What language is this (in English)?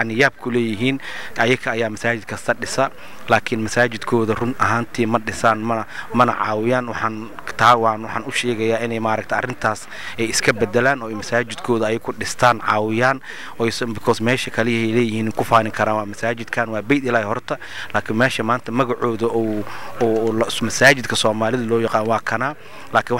Somali